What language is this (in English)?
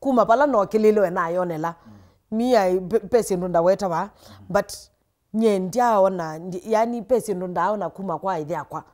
Kamba